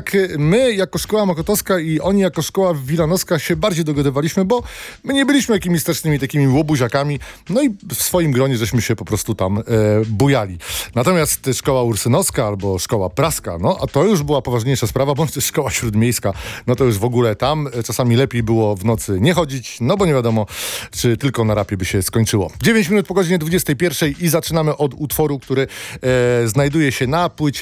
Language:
Polish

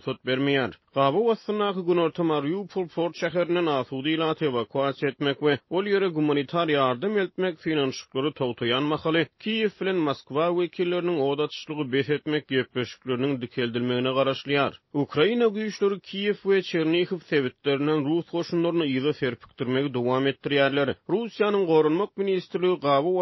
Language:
Turkmen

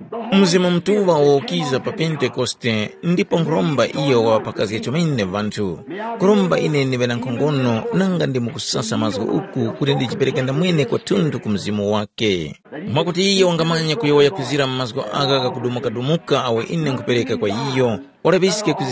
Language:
Tumbuka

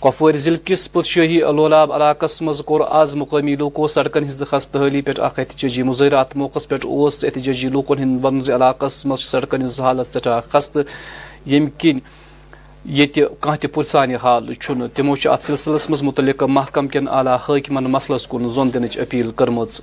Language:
Kashmiri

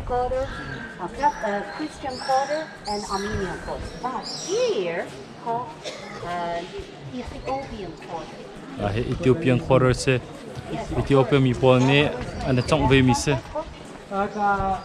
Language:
Hakha Chin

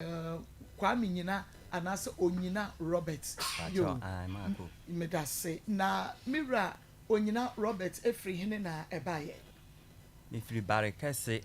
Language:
Akan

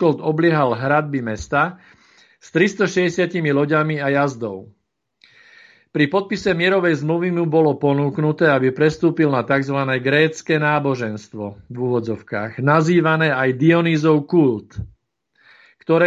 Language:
Slovak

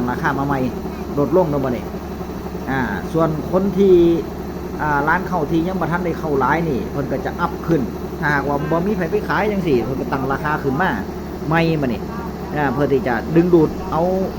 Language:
Northeastern Thai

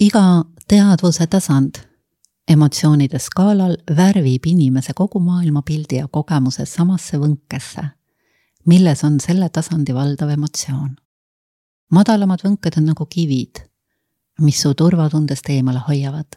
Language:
Estonian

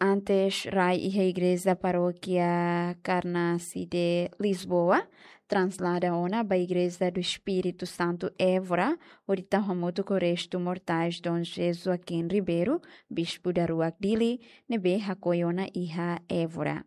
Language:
Tetum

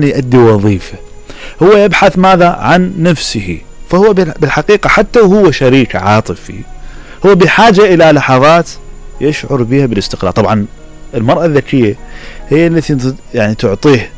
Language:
Mesopotamian Arabic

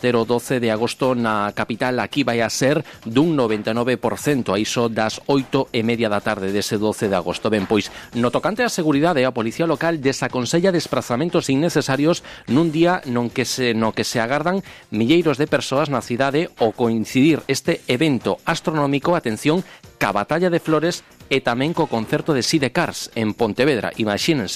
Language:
Galician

